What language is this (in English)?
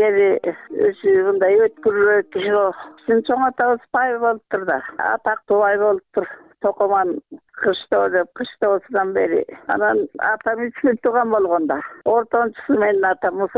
Kyrgyz